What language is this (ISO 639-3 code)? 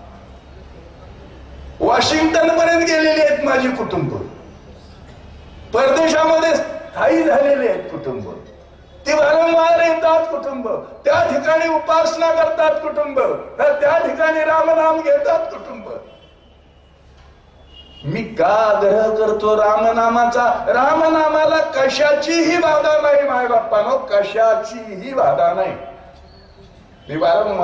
mar